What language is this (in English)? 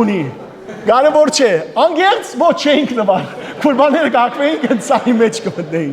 Western Armenian